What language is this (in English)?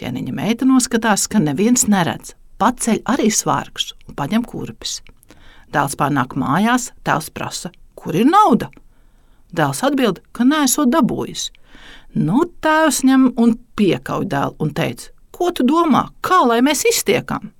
Latvian